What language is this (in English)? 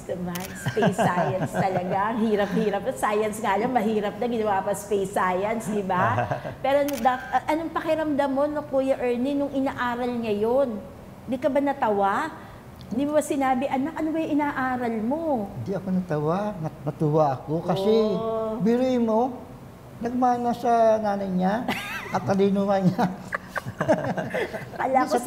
Filipino